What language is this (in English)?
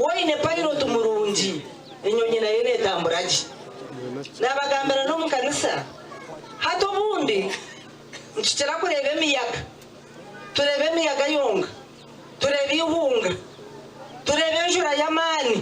Nyankole